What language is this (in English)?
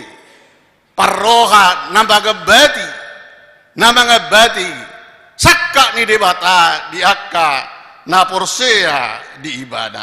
Batak Toba